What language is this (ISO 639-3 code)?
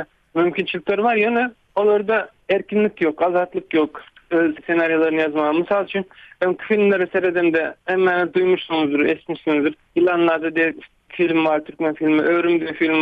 tuk